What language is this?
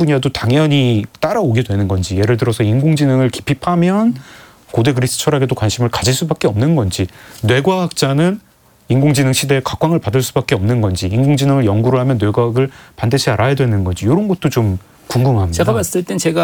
Korean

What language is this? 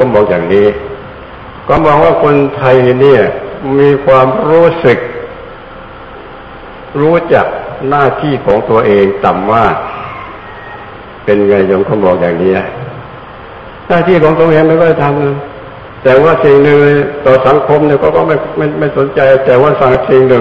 Thai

